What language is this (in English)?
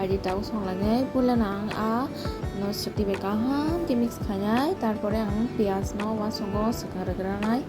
Kok Borok